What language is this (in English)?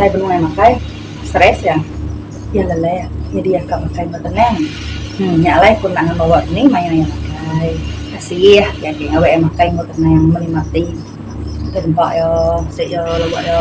Iban